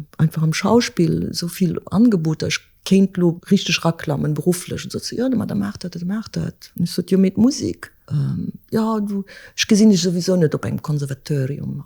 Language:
Luxembourgish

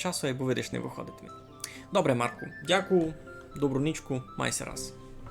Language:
Rusyn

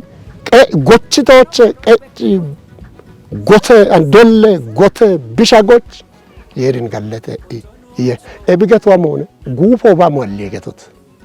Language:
Kafa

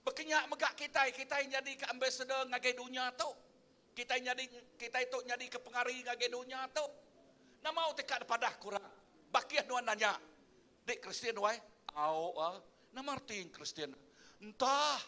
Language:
Iban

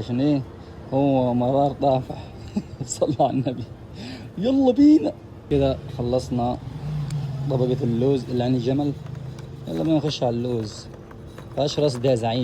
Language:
Egyptian Arabic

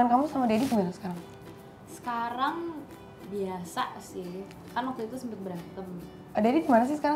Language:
Indonesian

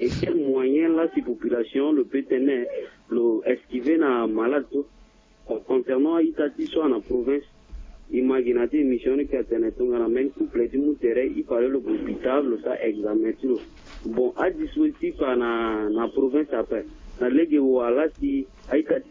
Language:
Sango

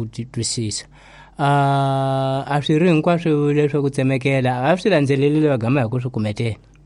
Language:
Tsonga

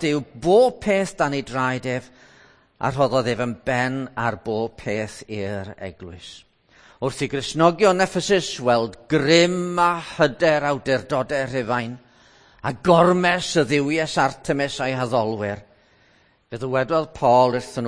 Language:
Welsh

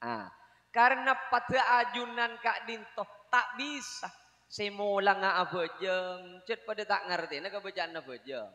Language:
Madurese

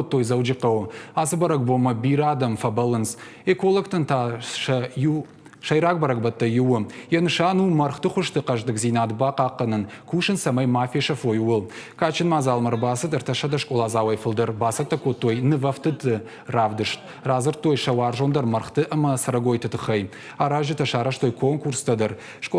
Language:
Ossetic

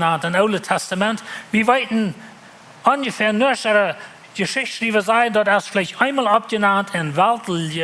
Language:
Plautdietsch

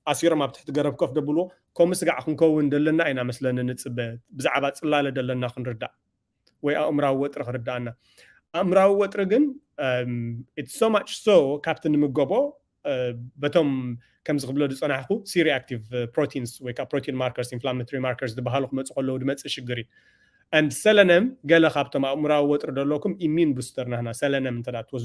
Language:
Tigrinya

